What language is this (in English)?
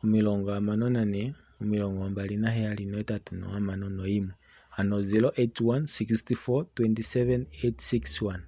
Kuanyama